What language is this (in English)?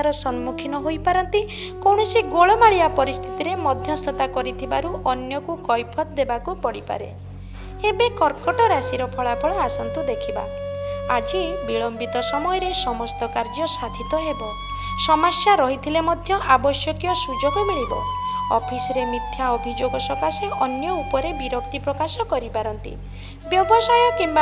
Odia